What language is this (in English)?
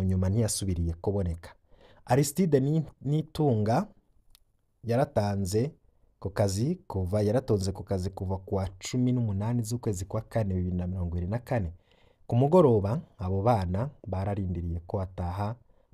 Rundi